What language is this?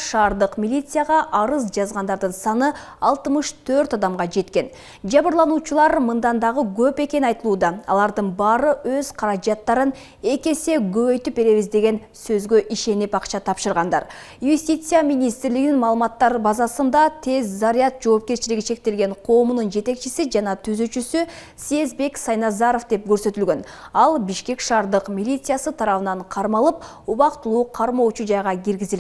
Kyrgyz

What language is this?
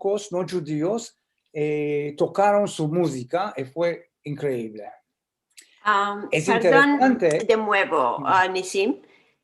Ladino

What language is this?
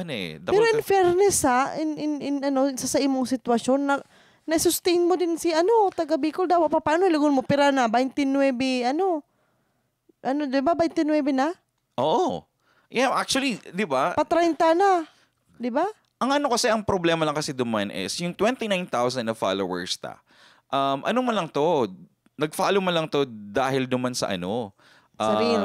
Bikol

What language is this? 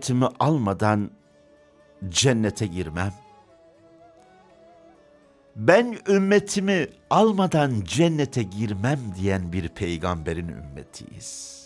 Turkish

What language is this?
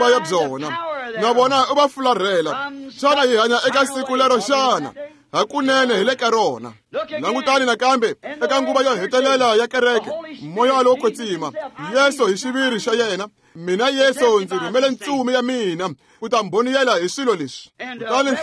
Tsonga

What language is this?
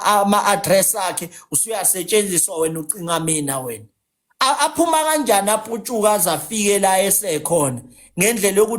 Zulu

